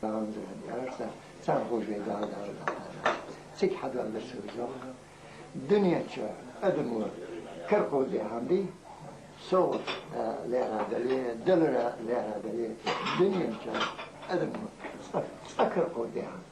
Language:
Ingush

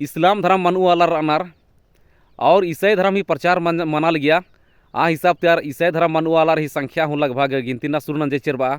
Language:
Kurukh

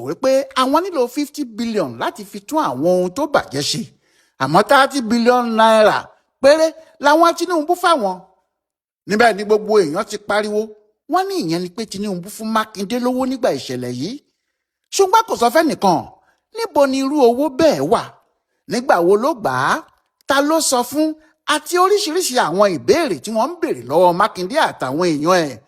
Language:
Yoruba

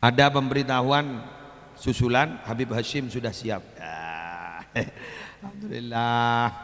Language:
Madurese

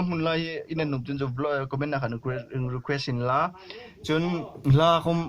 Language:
Hmar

